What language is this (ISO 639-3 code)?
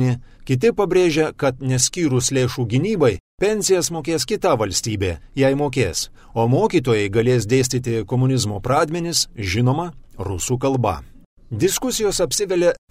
lit